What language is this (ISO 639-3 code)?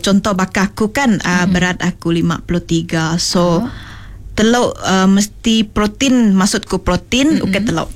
iba